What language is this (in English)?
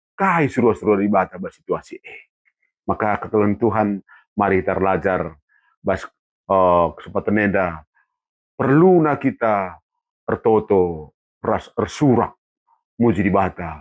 Batak Karo